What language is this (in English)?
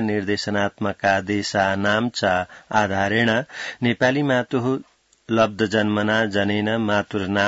Sanskrit